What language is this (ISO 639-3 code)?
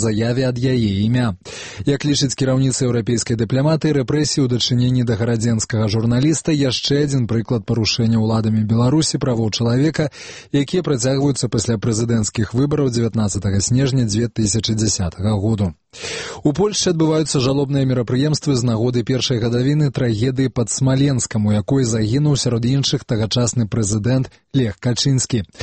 bel